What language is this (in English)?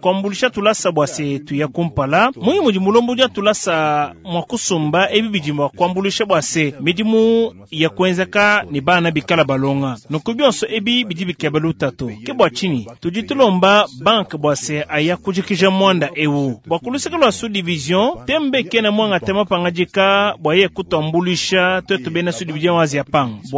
Luba-Lulua